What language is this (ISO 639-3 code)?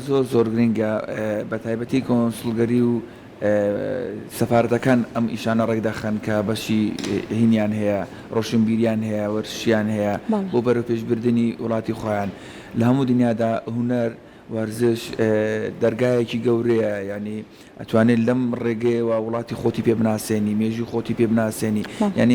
ckb